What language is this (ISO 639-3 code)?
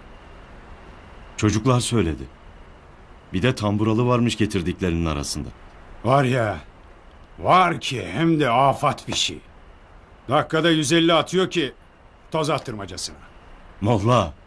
tur